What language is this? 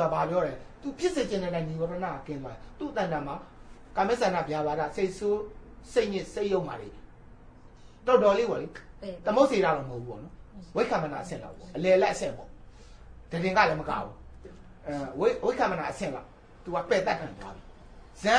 Burmese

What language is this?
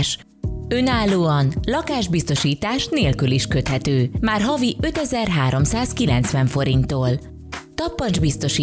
Hungarian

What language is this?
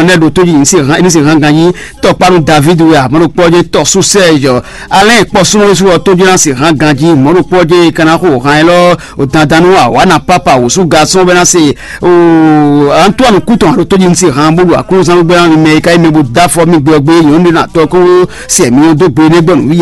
Fon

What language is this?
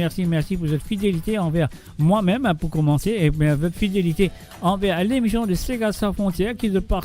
Morisyen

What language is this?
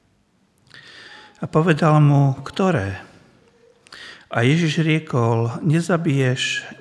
Slovak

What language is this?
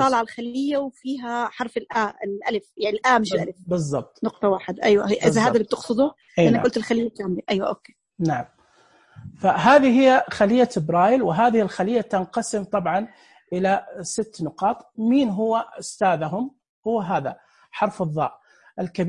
Najdi Arabic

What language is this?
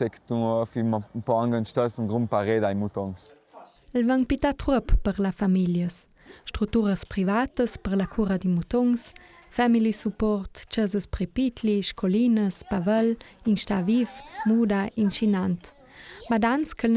Ladin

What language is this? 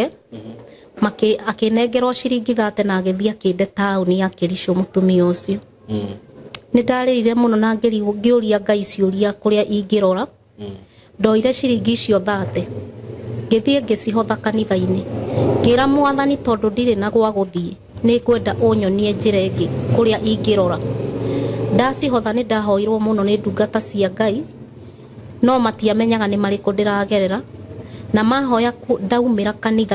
Kikuyu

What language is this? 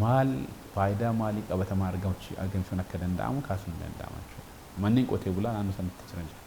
Oromo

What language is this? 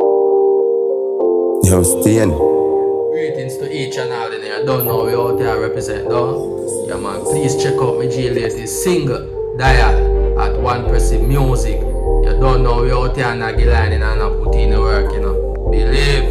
Jamaican Creole English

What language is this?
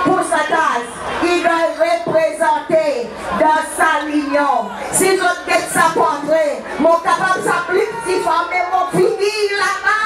Seselwa Creole French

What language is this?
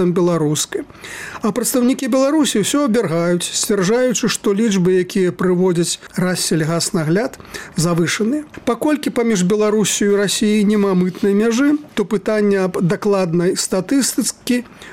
Belarusian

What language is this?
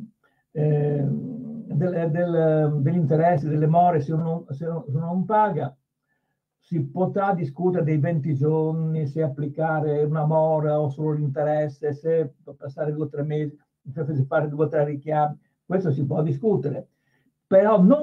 Italian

